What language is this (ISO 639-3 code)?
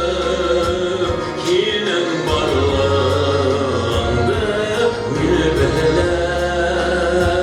bak